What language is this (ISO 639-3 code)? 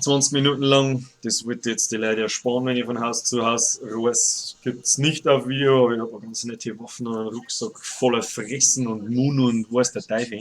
bar